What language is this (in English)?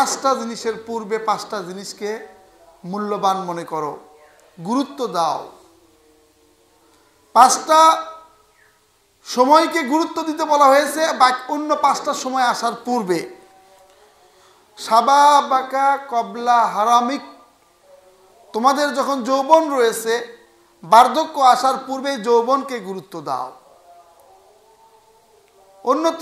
Bangla